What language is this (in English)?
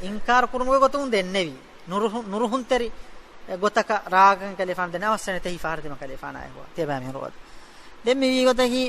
Divehi